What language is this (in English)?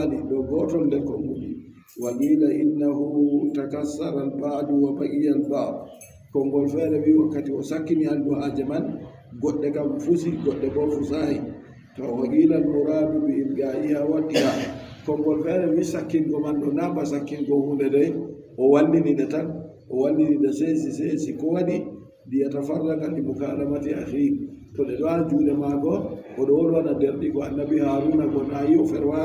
Adamawa Fulfulde